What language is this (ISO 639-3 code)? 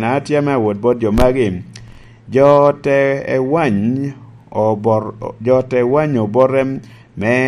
laj